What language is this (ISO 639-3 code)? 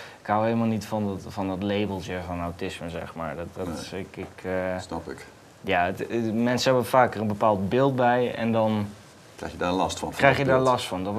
nld